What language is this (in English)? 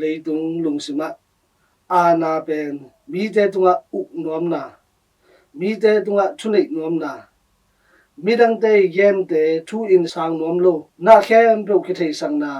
Tedim Chin